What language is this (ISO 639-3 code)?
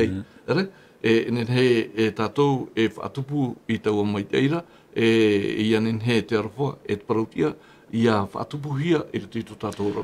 tah